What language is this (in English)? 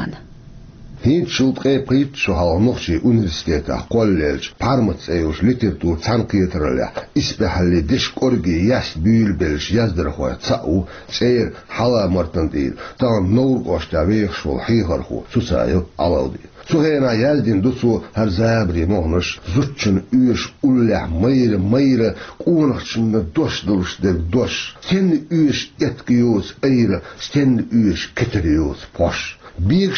Chechen